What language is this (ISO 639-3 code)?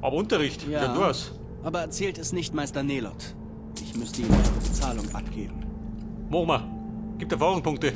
bar